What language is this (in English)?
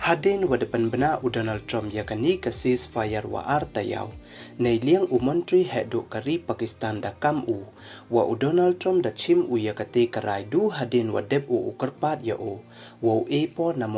Pnar